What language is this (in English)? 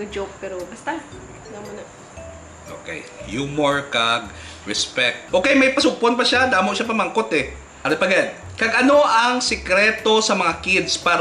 Hiligaynon